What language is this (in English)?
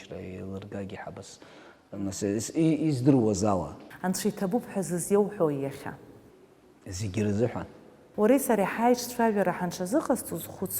Abkhazian